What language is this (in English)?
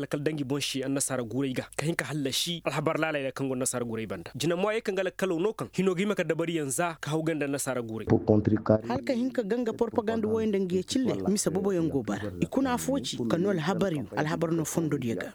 Koyraboro Senni